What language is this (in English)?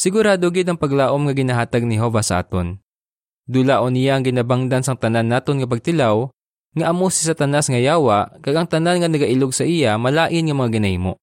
Hiligaynon